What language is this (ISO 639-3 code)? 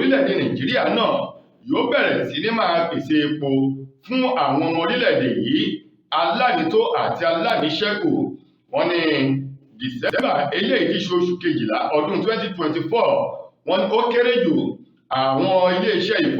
yor